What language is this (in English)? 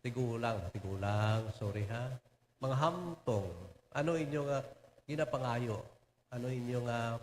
Hiligaynon